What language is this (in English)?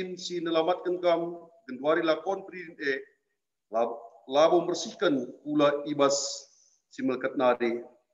Batak Karo